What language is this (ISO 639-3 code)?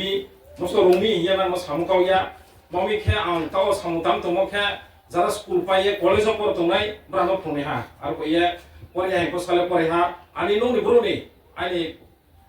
ria